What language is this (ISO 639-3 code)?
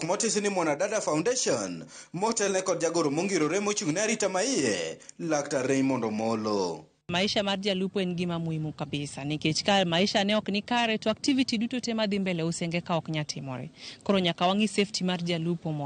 luo